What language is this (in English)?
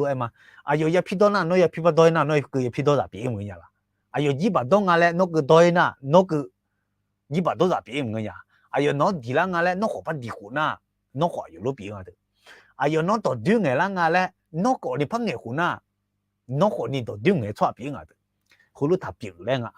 Akha